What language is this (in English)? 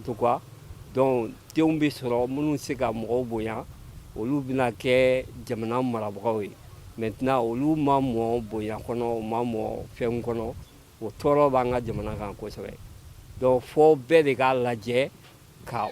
Bambara